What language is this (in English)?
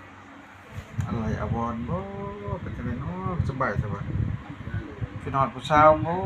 Lao